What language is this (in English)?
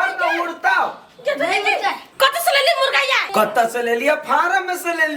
Maithili